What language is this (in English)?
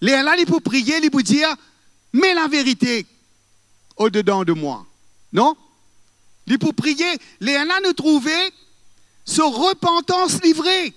Morisyen